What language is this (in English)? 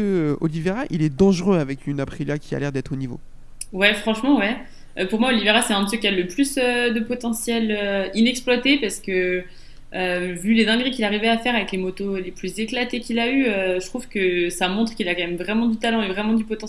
French